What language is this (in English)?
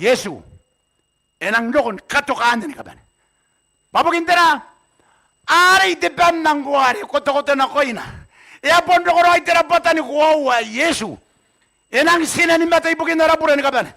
Gilbertese